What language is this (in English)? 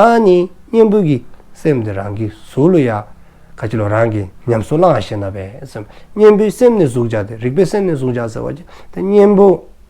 Dzongkha